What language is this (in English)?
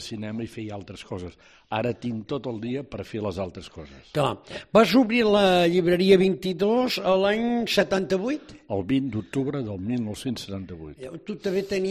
Catalan